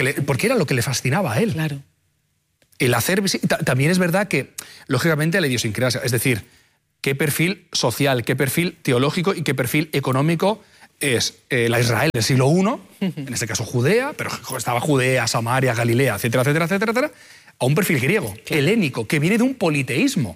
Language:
Spanish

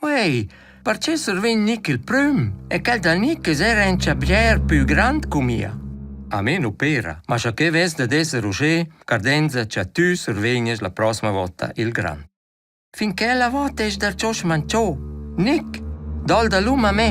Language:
Romansh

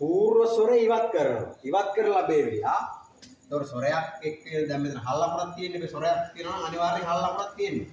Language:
Sinhala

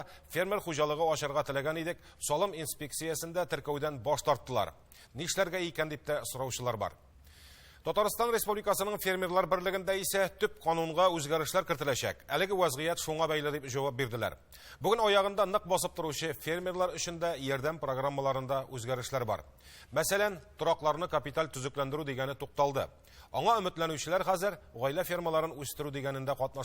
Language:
Tatar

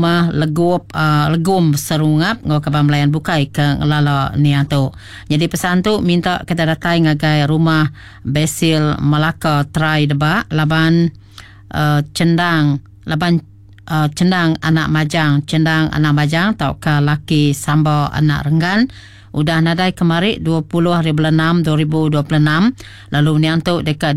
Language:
Iban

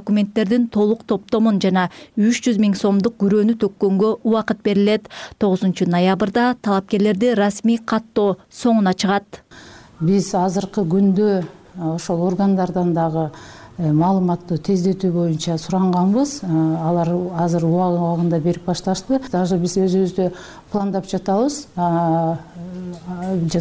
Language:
Kyrgyz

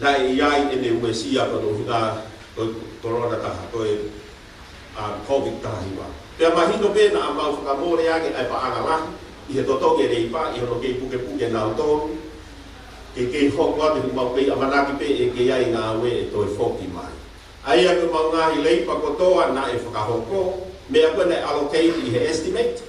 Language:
Tongan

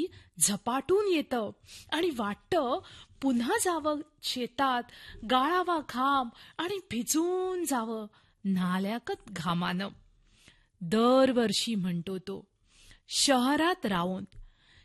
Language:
Marathi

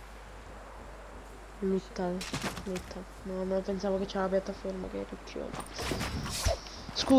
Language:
Italian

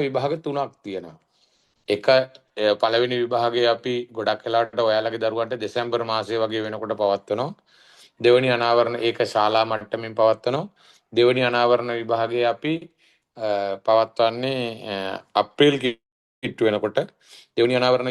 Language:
Sinhala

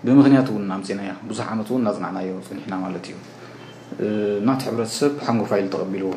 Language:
Tigrinya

